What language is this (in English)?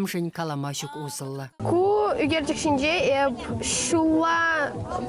Chuvash